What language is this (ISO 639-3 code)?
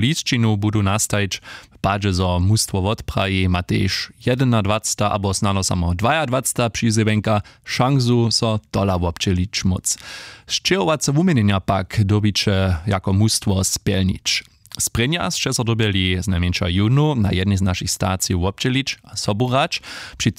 hsb